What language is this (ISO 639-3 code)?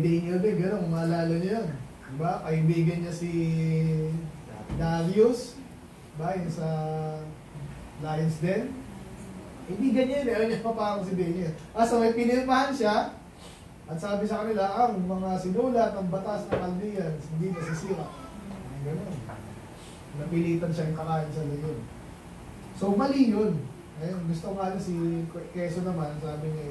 fil